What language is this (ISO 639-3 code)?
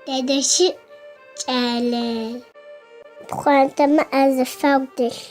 ady